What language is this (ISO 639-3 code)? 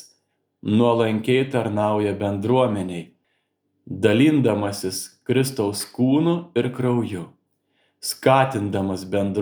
lit